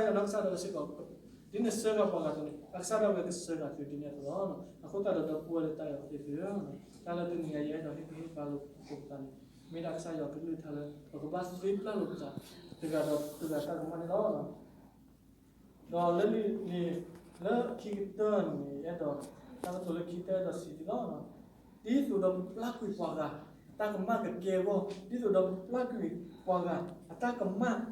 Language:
S'gaw Karen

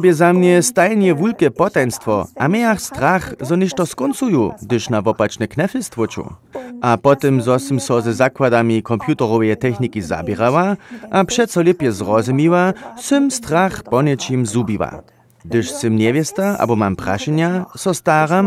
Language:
Upper Sorbian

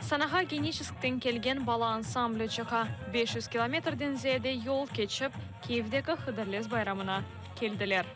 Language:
Crimean Tatar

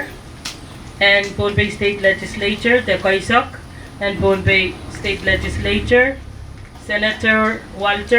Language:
Pohnpeian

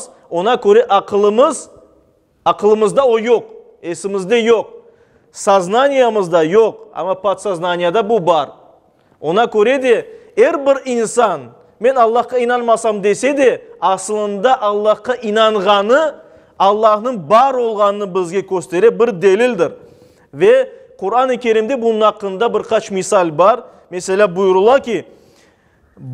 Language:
Crimean Tatar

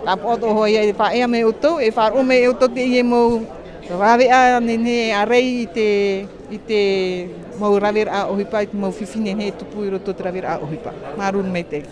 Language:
Tahitian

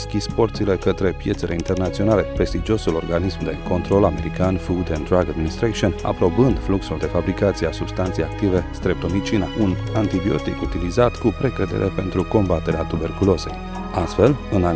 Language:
Romanian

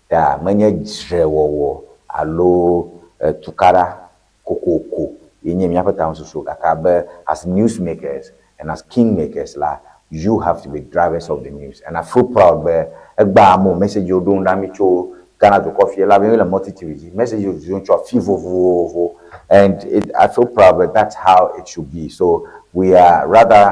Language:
Ewe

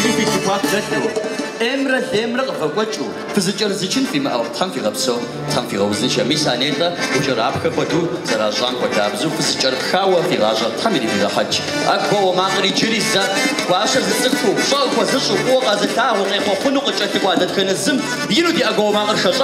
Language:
Kabardian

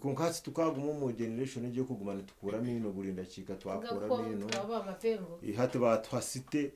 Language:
Nyankole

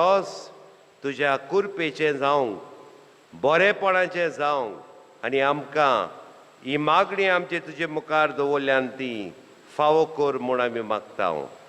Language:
Konkani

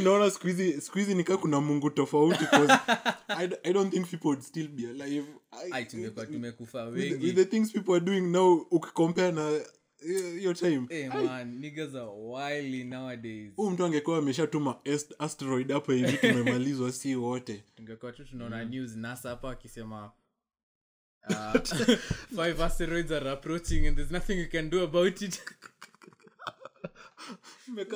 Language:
Swahili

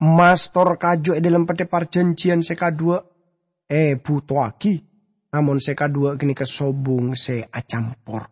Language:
Madurese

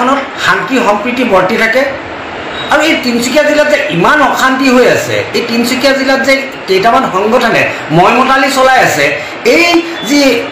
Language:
Assamese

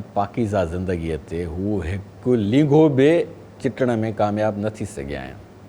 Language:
Sindhi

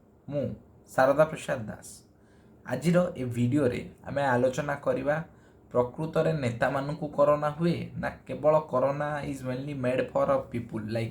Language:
Odia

